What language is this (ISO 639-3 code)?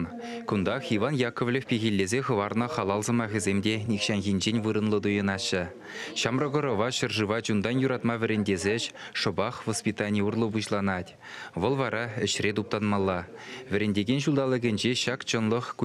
chv